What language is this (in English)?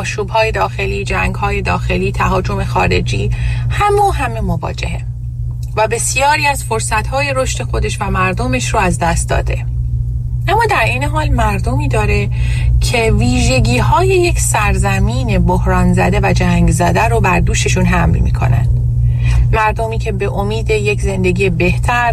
Persian